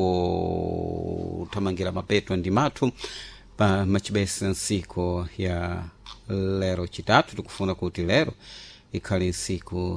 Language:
Sena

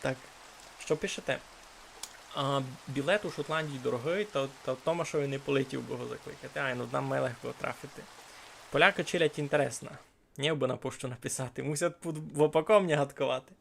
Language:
Rusyn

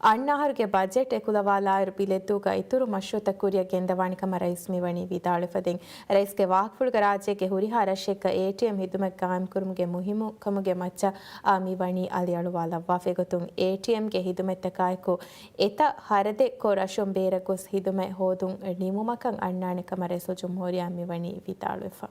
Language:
Divehi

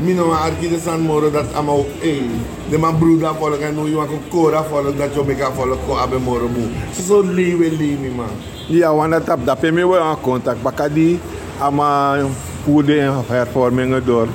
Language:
Sranan Tongo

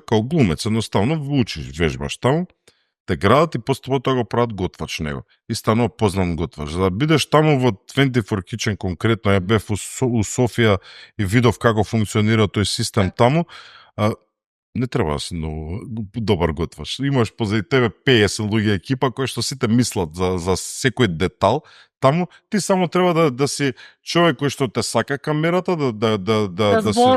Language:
Macedonian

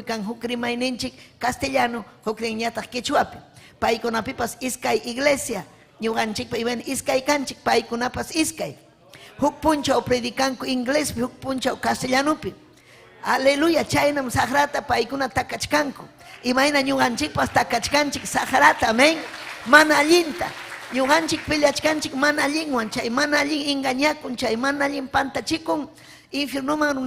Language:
Ayacucho Quechua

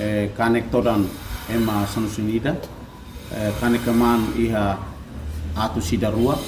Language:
Tetum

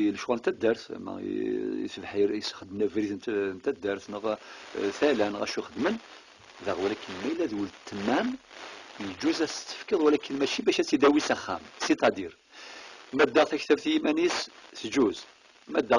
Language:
Kabyle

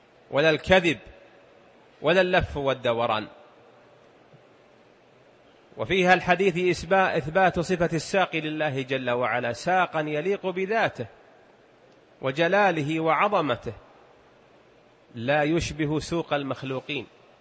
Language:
Arabic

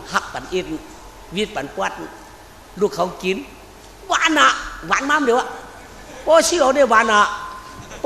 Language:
Shan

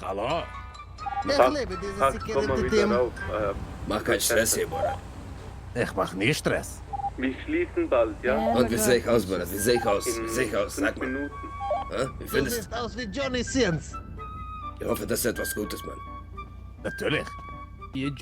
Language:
Swiss German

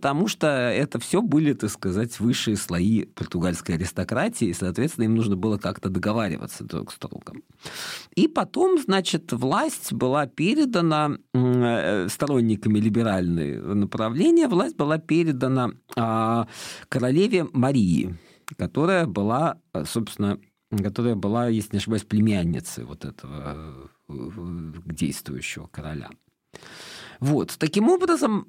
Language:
Russian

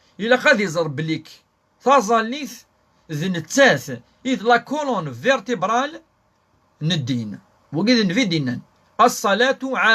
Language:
Kabyle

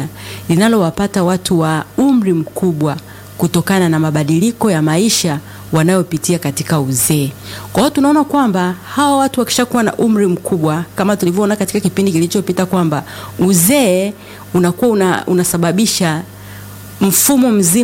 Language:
Swahili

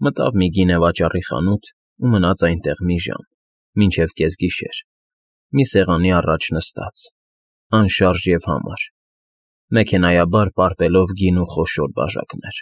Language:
Armenian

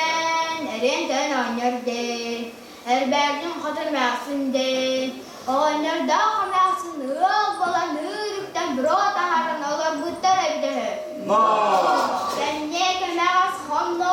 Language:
Yakut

